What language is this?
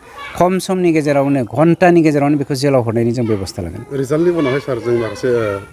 Bodo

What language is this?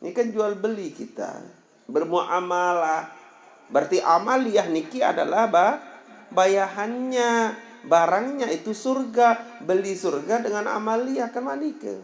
Sasak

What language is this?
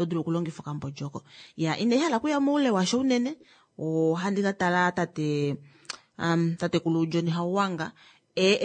Kuanyama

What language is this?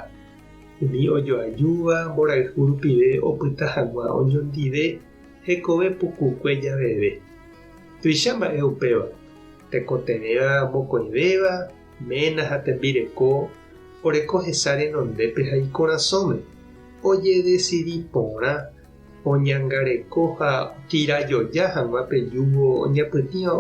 Guarani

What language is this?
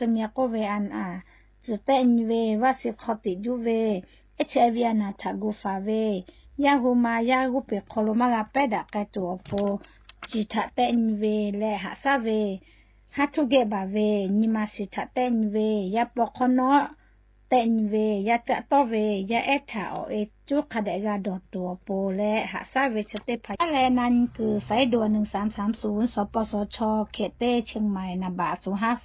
Lahu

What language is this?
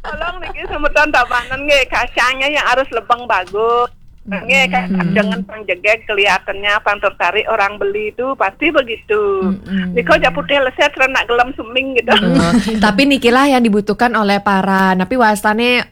Balinese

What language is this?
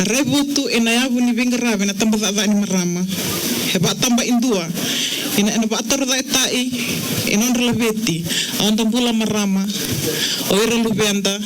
Fijian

